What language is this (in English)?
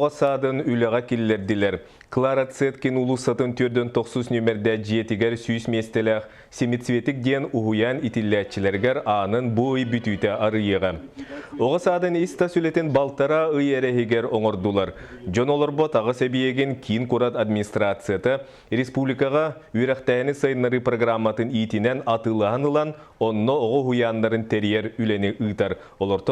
Yakut